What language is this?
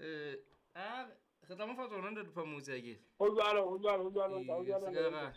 Southern Sotho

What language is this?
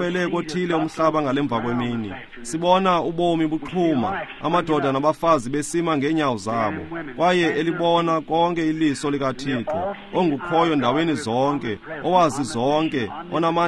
Xhosa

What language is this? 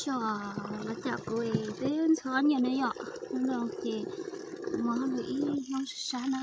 Hmong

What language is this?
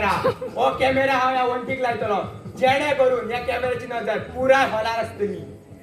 Konkani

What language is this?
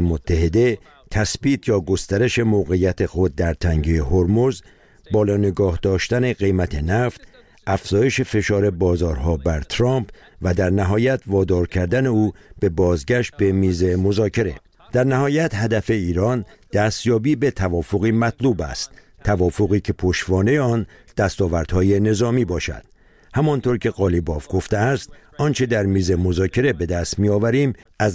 Persian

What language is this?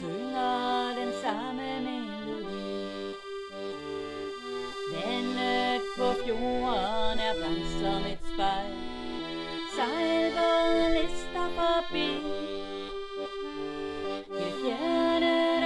Danish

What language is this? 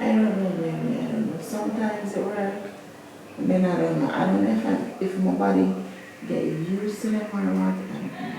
Jamaican Creole English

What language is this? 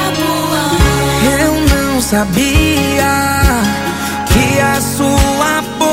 Portuguese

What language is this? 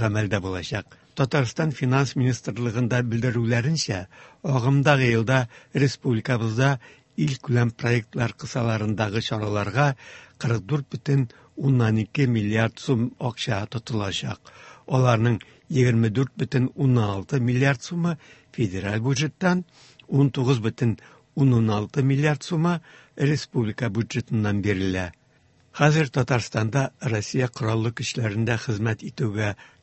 Tatar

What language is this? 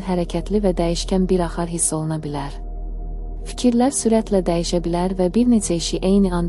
Azerbaijani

